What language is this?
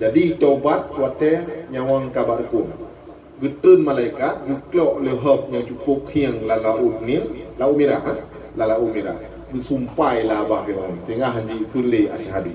Achinese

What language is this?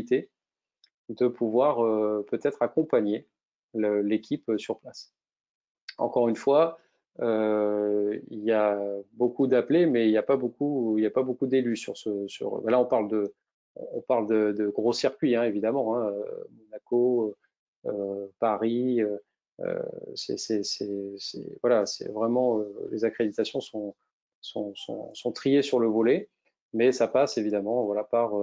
French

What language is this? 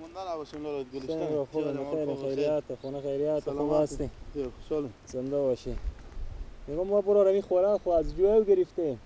Persian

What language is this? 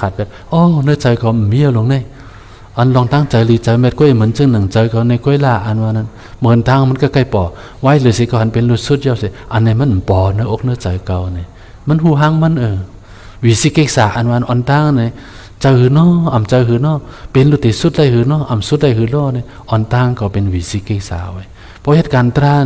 Shan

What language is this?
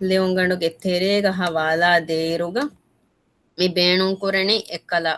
Divehi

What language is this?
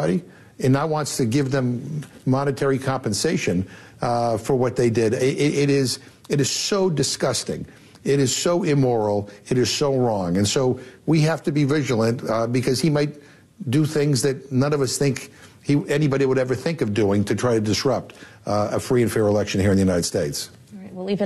English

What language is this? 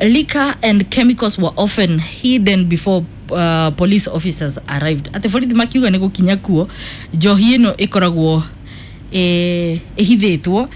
Kikuyu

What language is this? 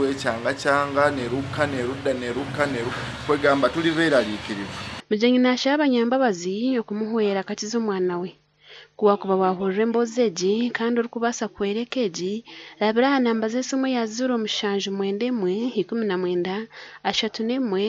Nyankole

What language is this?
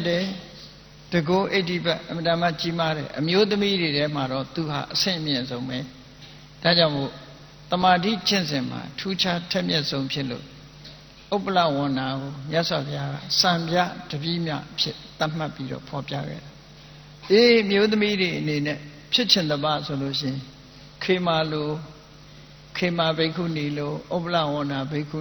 Burmese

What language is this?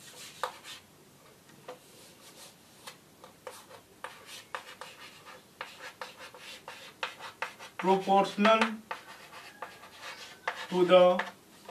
Hindi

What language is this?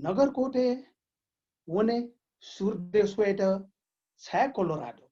Newari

